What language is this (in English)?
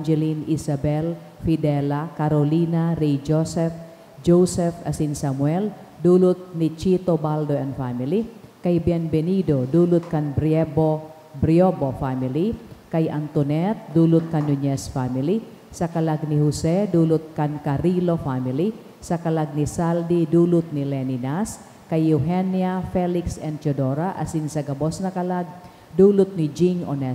Bikol